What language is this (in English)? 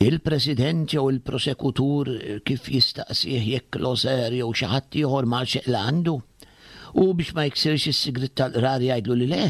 Maltese